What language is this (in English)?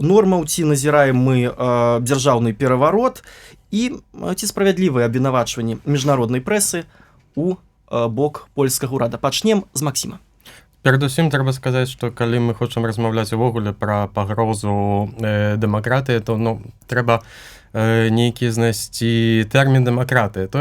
Belarusian